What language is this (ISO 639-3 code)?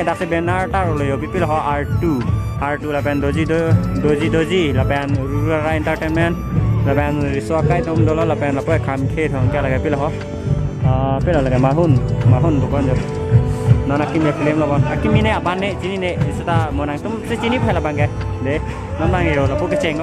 mjw